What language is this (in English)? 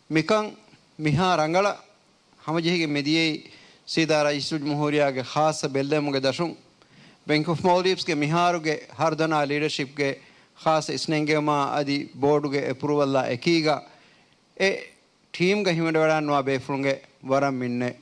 Divehi